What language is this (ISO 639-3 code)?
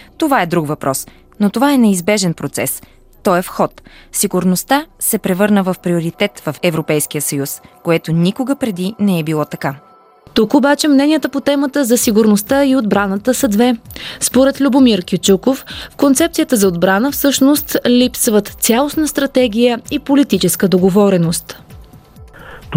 bul